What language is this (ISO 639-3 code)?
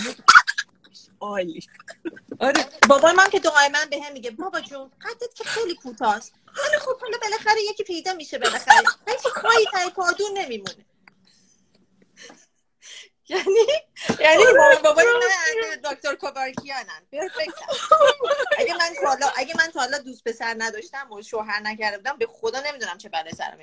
fas